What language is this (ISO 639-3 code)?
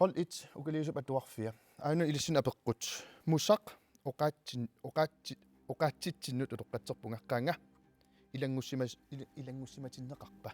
kal